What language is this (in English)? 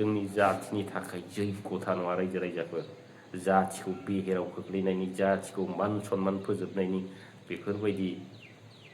Bodo